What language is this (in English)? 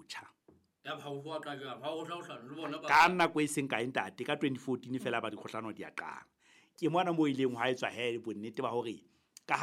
Southern Sotho